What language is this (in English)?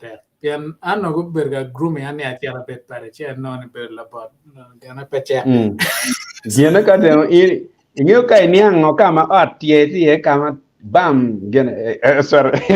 Acoli